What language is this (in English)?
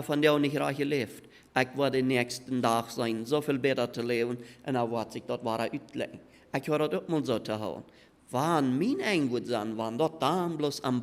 Plautdietsch